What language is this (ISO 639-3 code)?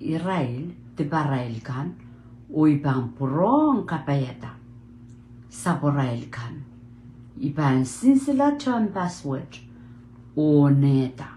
pon